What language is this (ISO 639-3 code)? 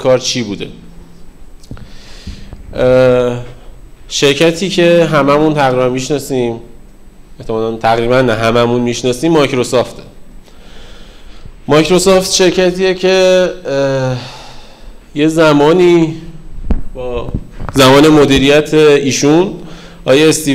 fas